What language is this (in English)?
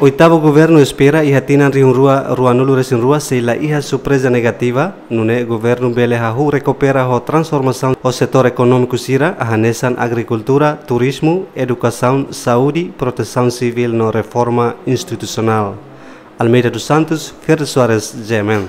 Tetum